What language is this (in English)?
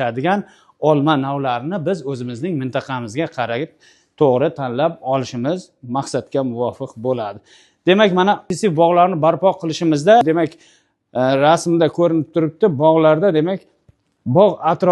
Uzbek